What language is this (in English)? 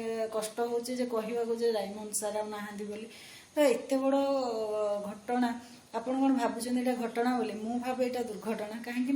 Odia